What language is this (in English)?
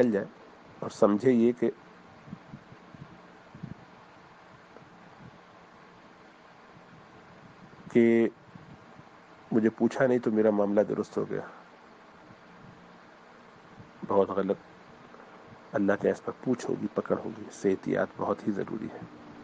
Urdu